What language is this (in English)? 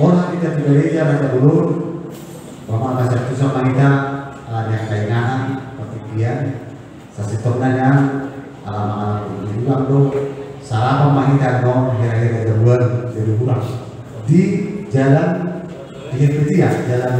Batak Toba